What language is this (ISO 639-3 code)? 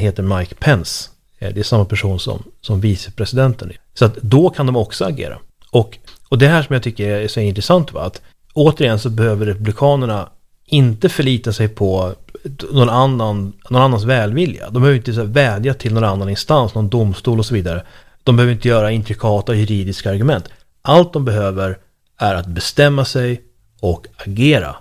swe